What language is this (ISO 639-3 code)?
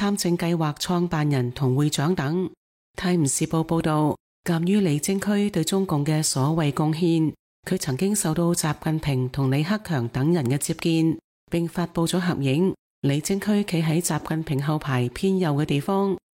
yue